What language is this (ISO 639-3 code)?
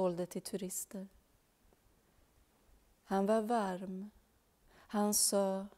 swe